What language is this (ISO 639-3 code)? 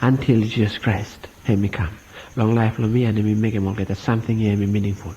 bis